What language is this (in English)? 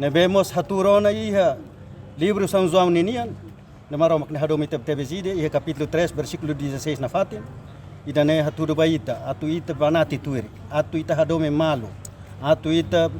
Tetum